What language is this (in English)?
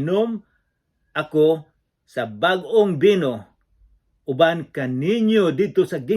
Cebuano